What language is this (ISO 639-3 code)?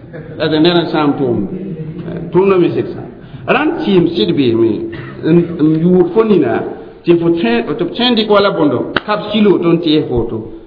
mos